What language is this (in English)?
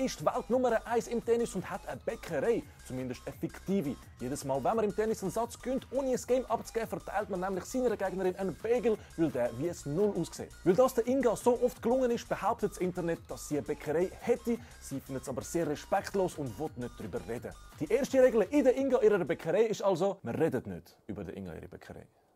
Swiss German